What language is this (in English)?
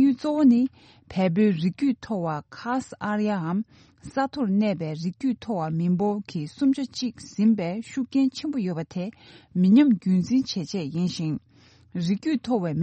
Tibetan